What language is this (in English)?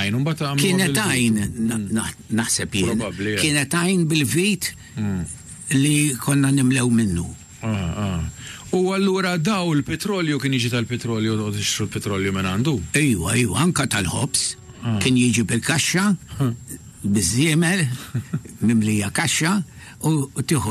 Maltese